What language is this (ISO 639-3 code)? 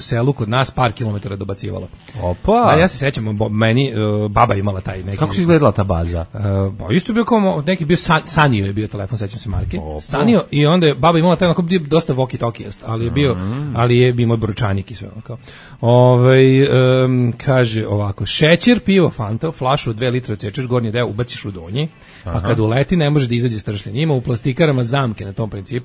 srp